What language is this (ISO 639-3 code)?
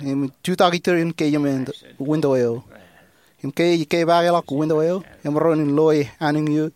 mah